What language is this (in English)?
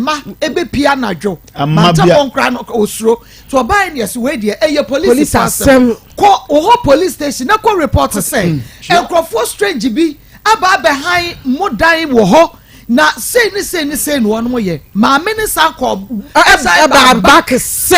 Akan